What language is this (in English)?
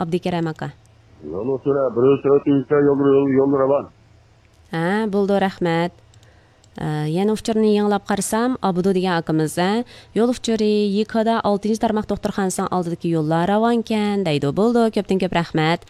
Uyghur